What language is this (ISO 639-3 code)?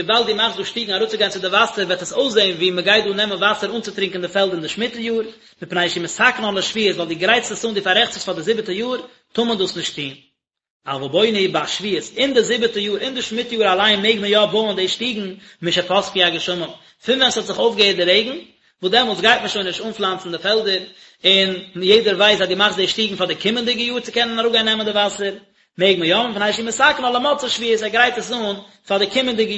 yid